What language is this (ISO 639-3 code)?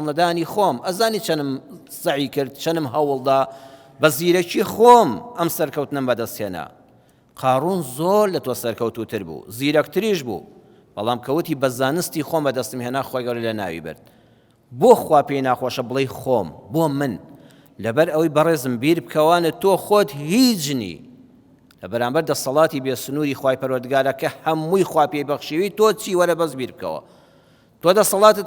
ckb